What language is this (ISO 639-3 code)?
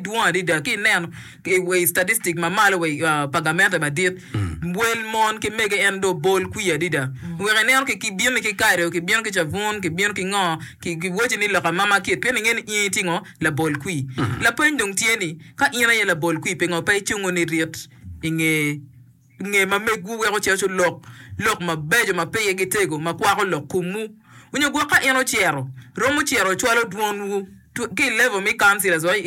ach